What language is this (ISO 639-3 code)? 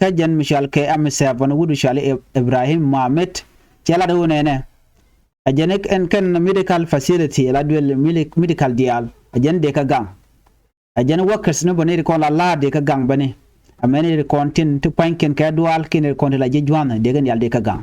nus